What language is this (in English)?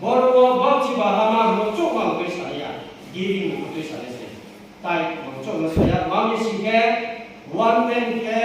Riang (India)